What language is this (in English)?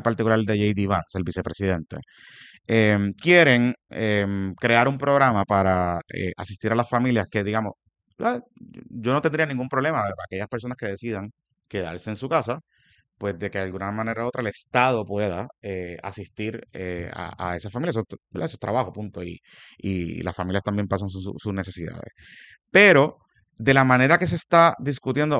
Spanish